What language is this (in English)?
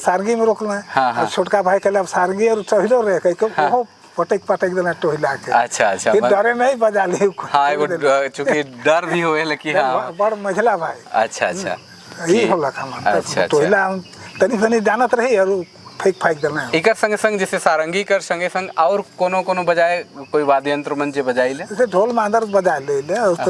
Sadri